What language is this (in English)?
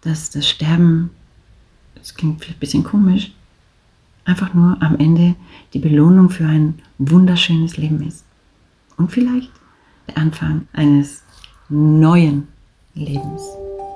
German